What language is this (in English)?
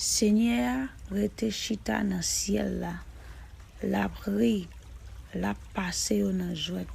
Haitian Creole